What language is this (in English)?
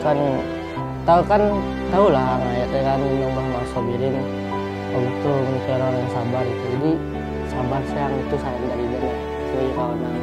Minangkabau